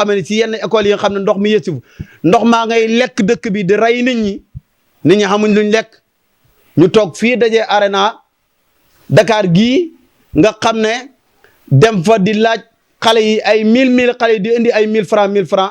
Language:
Wolof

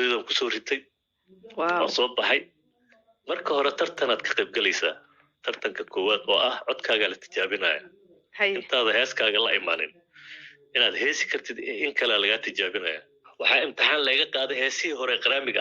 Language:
Somali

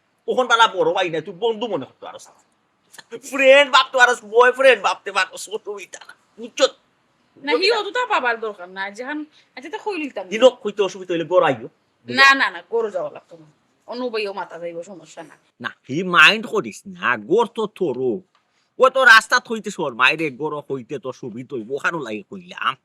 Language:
Sylheti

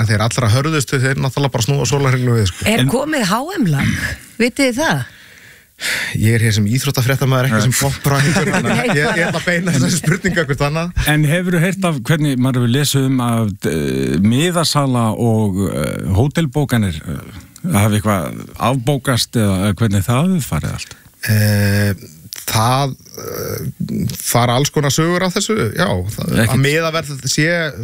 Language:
Icelandic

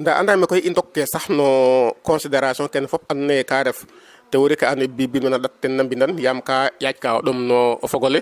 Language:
Serer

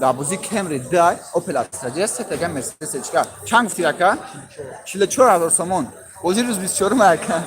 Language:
Tajik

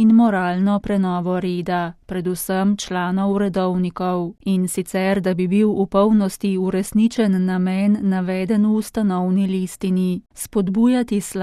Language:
Slovenian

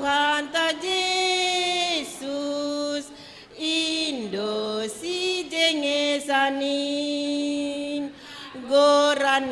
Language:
Batak Simalungun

